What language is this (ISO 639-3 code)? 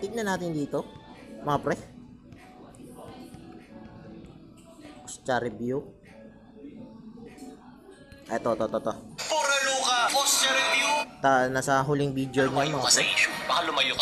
fil